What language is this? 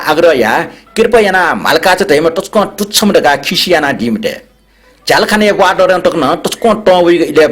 Newari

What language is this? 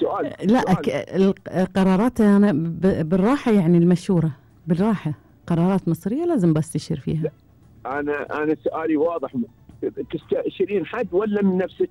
Gulf Arabic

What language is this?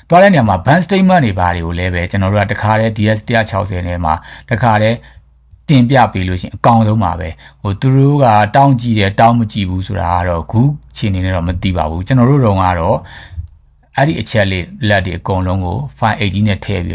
Burmese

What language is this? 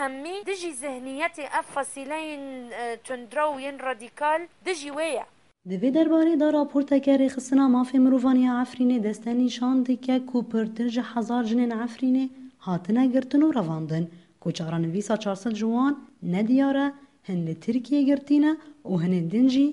Kurdish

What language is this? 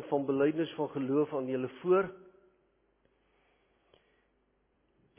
Afrikaans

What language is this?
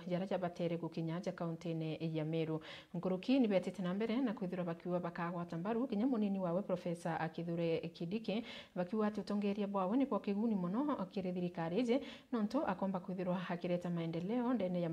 Meru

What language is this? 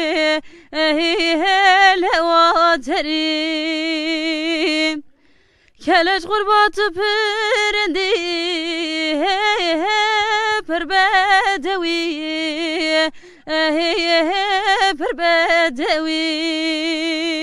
Turkish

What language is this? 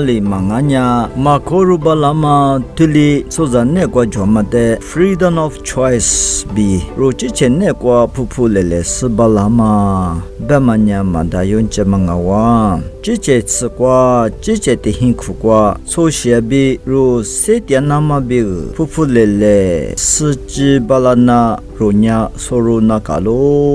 Lisu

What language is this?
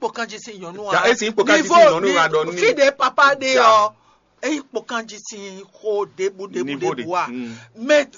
Fon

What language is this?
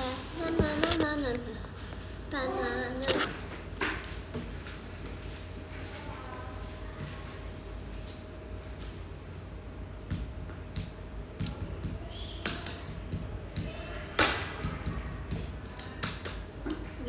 Indonesian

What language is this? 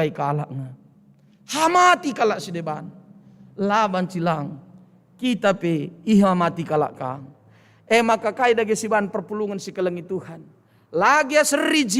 Batak Karo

